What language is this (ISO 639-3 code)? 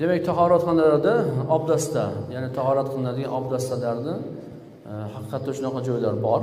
uzb